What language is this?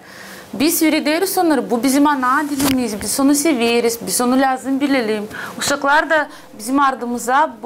Gagauz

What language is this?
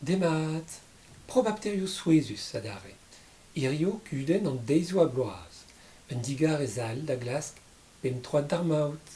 Breton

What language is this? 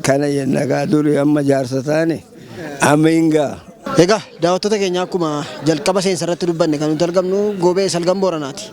Oromo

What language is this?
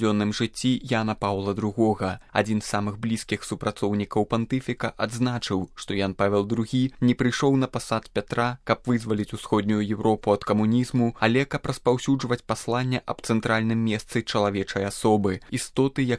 Belarusian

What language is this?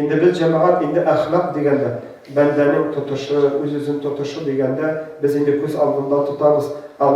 Tatar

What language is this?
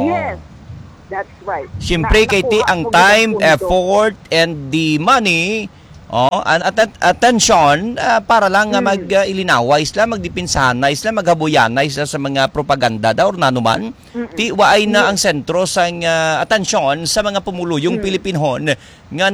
Hiligaynon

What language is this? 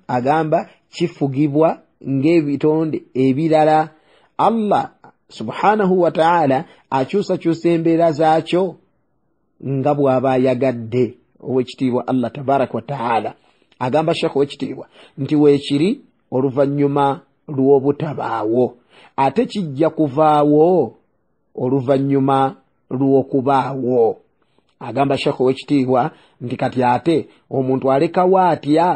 Ganda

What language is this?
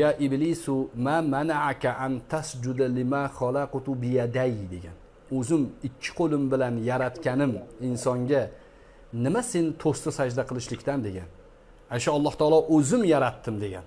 Uzbek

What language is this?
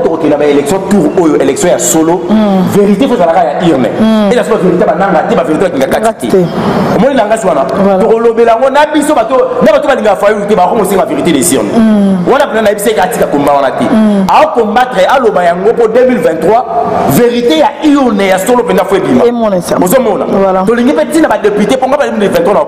Lingala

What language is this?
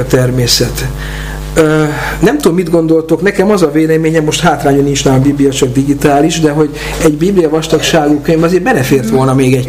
Hungarian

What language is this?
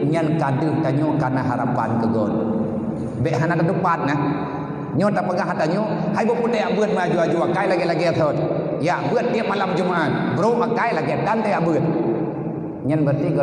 Achinese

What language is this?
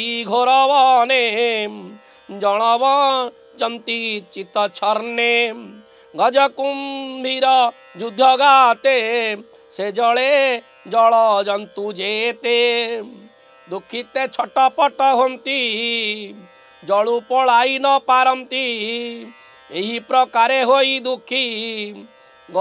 Odia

